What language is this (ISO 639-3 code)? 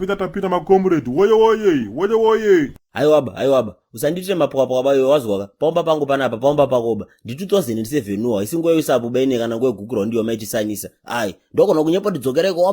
sna